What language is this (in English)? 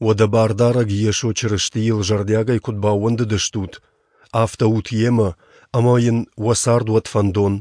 Ossetic